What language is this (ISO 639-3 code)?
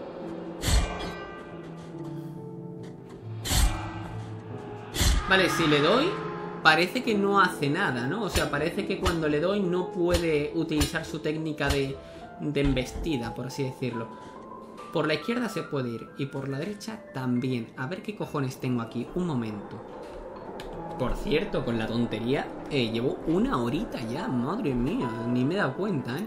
spa